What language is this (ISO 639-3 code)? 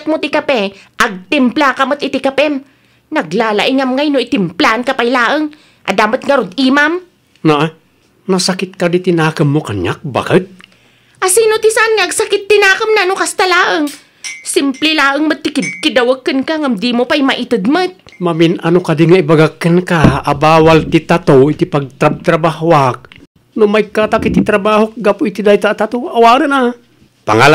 ilo